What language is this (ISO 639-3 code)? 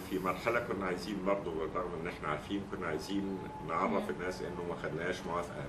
arz